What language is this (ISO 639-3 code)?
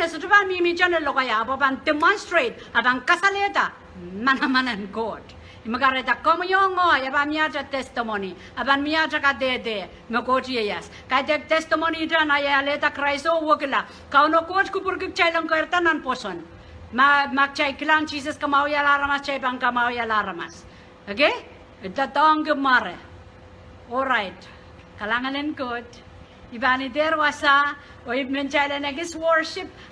pon